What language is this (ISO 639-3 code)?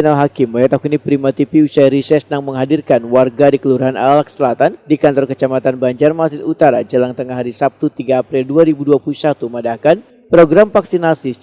bjn